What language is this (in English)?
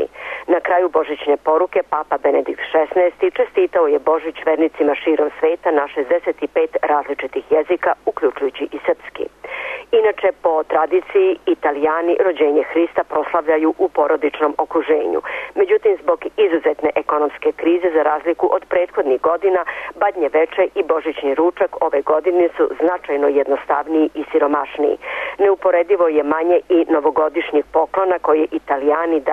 Serbian